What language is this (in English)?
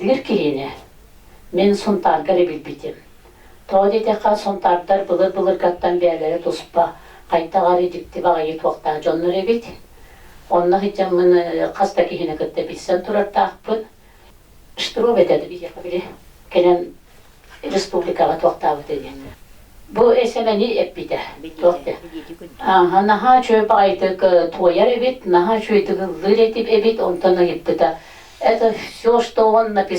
Yakut